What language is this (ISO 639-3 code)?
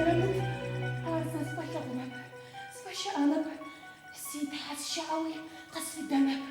ady